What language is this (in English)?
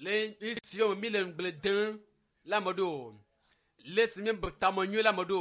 Ewe